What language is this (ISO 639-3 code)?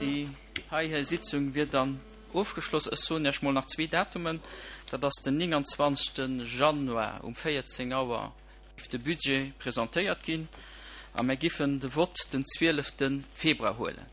ltz